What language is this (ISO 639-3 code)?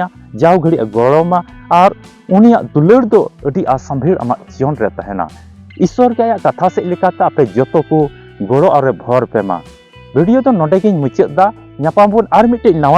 sat